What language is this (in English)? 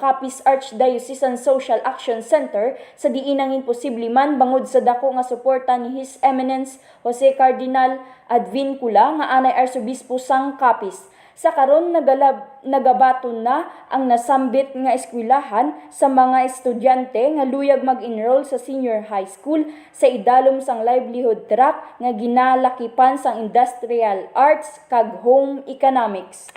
Hiligaynon